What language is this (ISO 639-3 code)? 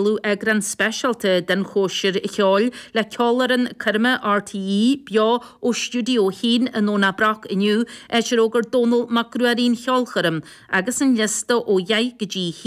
gle